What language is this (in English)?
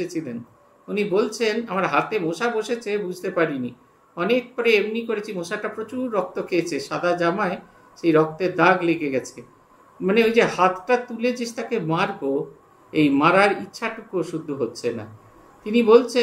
Bangla